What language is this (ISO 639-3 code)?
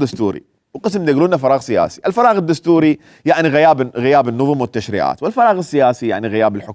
acm